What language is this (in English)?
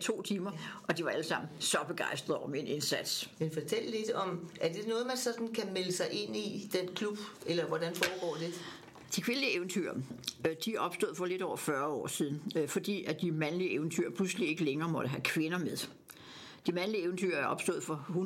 Danish